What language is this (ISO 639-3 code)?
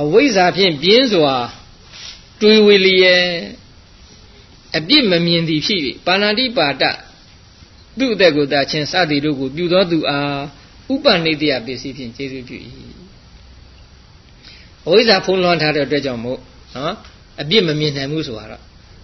mya